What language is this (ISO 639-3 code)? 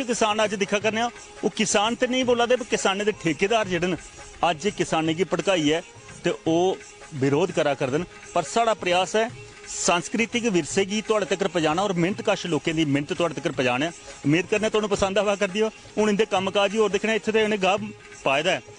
doi